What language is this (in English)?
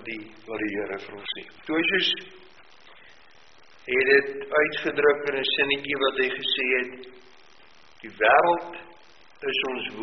Afrikaans